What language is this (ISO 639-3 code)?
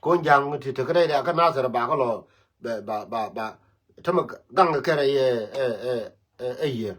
nus